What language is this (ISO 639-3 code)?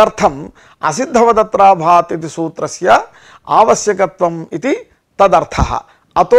san